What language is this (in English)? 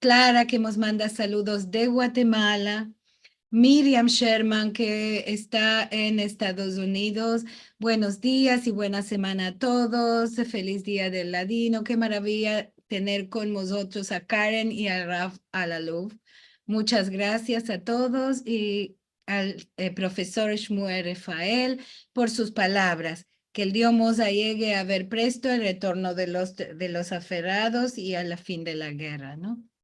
Ladino